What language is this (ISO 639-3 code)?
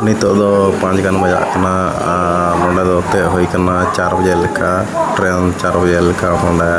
sat